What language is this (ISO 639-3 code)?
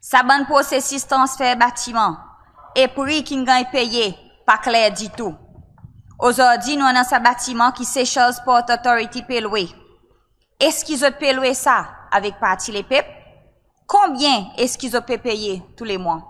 crs